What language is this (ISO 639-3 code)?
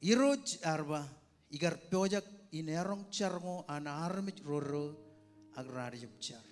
mah